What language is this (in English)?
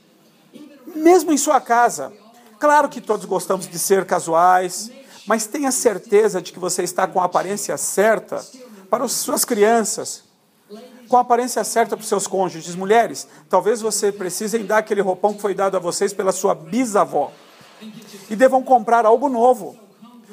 Portuguese